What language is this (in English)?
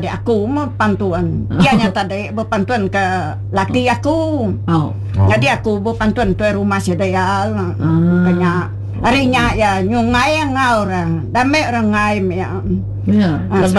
Iban